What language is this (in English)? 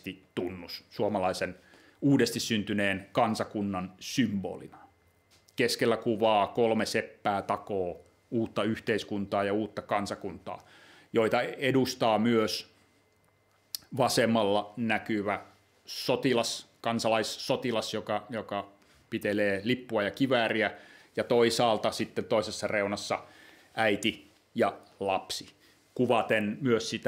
Finnish